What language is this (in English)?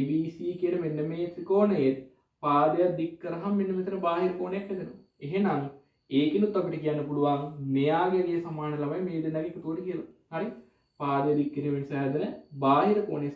Sinhala